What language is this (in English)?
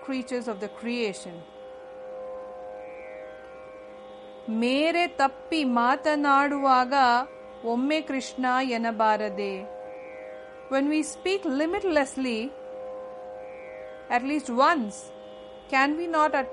Kannada